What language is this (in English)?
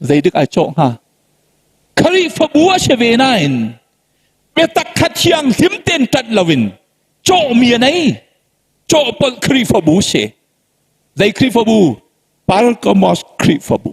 Hakha Chin